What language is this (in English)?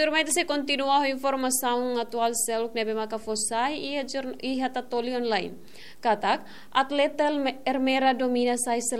Tetum